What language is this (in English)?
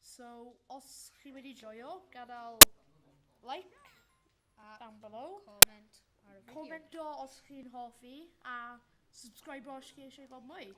Welsh